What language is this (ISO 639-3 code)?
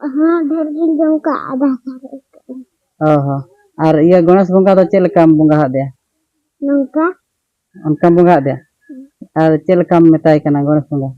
sat